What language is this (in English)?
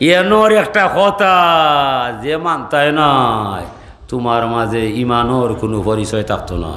Sylheti